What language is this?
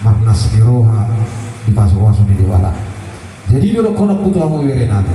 Batak Toba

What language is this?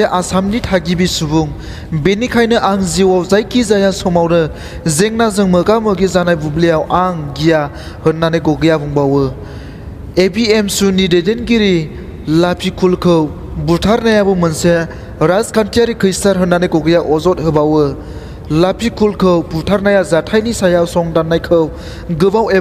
Bodo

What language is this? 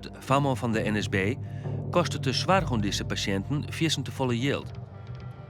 Western Frisian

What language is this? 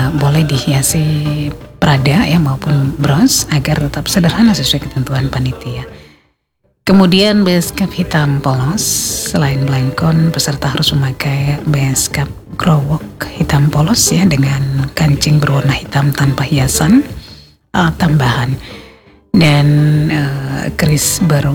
Indonesian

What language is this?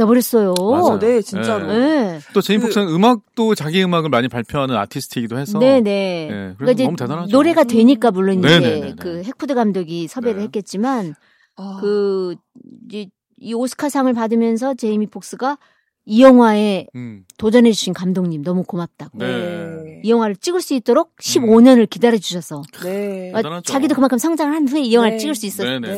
Korean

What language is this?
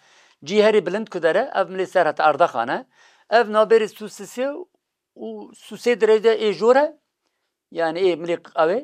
Kurdish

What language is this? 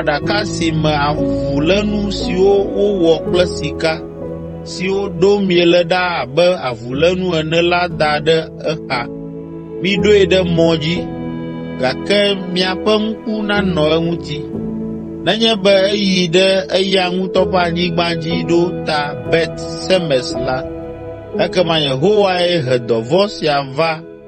Ewe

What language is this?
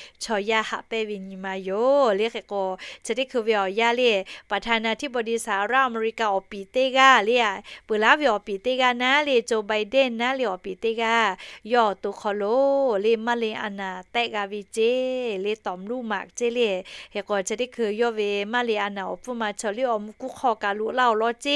Lahu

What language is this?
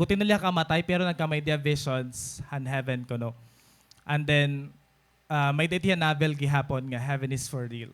Waray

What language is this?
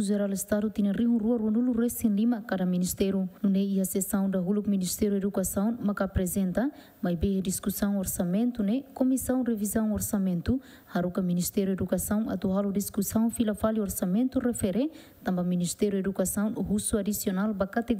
Tetum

